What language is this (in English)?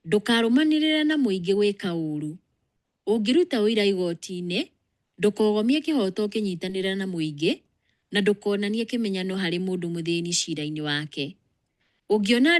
Kikuyu